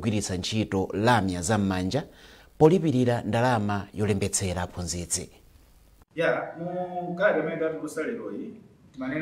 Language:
Nyanja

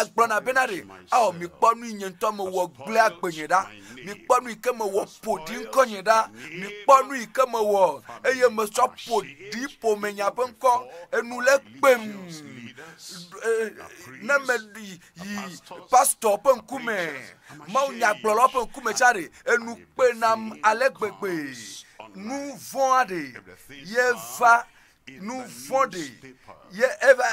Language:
Ewe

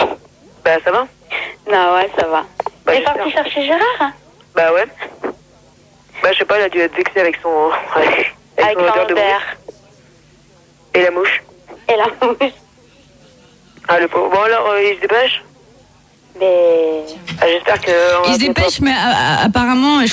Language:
French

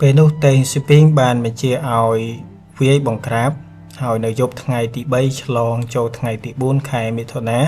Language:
Khmer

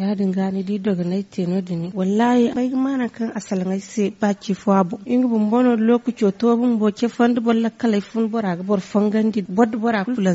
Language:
Zarma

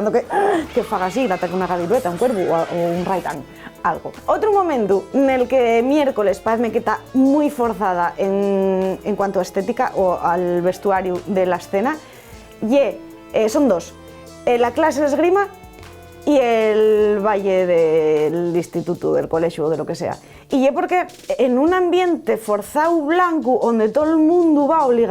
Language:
Asturian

